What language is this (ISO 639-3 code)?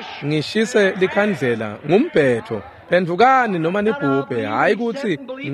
ssw